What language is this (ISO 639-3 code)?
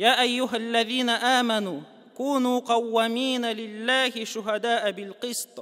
tat